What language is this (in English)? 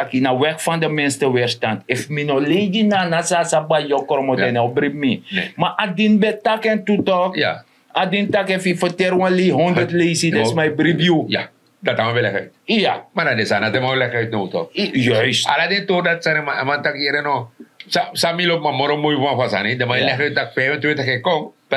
Sranan Tongo